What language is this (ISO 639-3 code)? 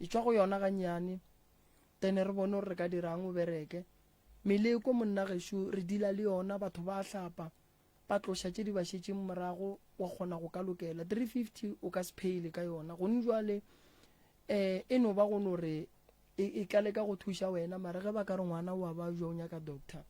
nso